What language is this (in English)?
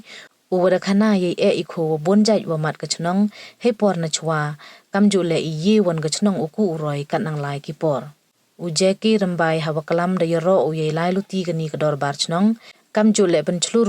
Pnar